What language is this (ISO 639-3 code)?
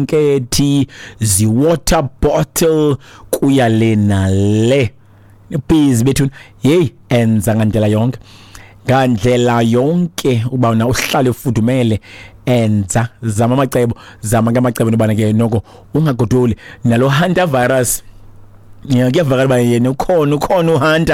xho